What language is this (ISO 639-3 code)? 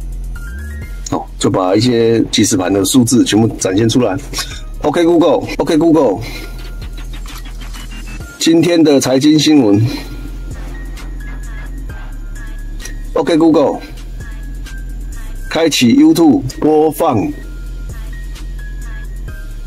zho